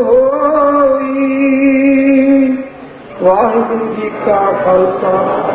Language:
Punjabi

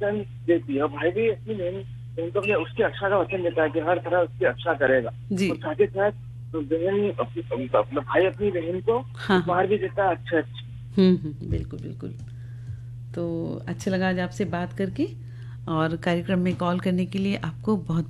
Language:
Hindi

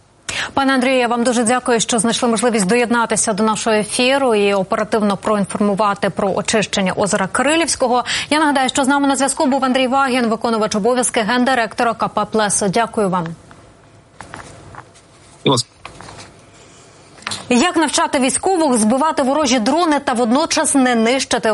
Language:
Ukrainian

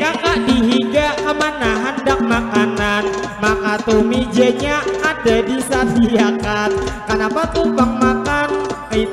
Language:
Banjar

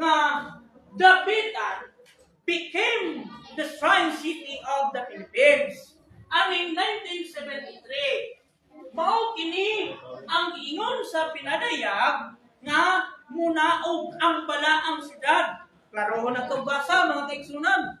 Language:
Cebuano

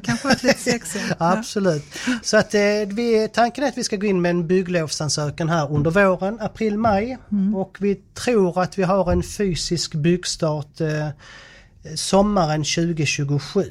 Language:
Swedish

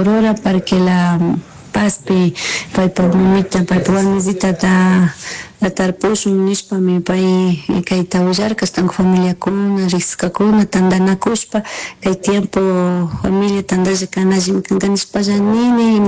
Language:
Chimborazo Highland Quichua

